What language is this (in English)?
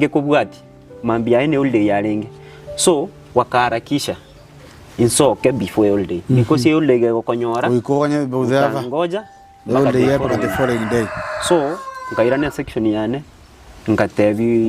Gusii